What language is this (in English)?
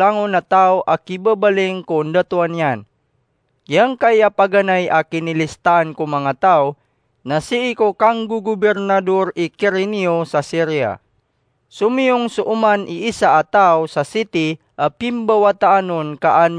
Maranao